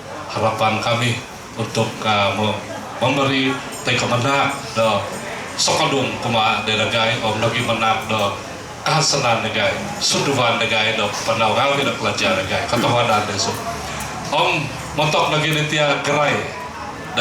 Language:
Central Dusun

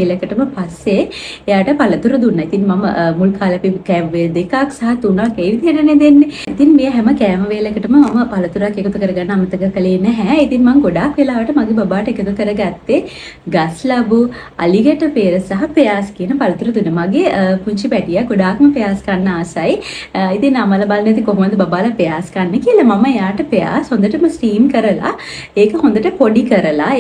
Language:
Sinhala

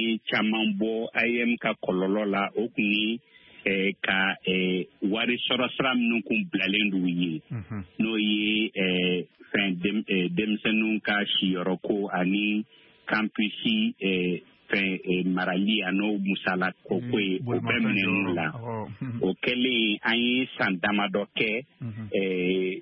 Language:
Bambara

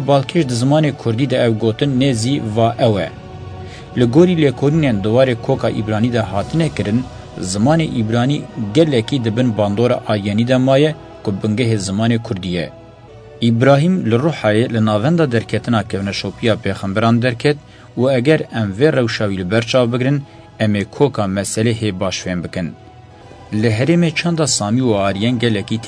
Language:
Kurdish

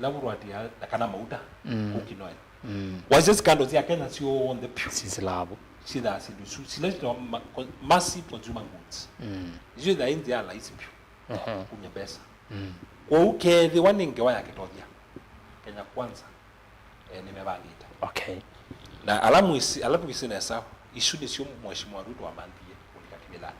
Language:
Kamba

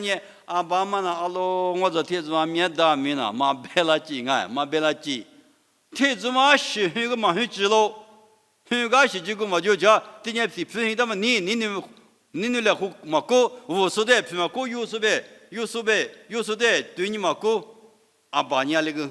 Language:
Lisu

